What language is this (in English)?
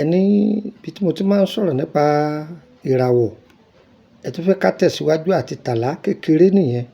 Yoruba